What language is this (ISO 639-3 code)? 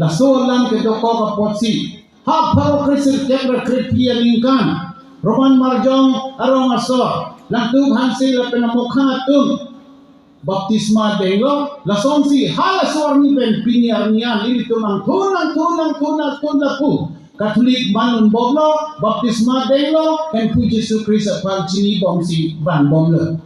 mjw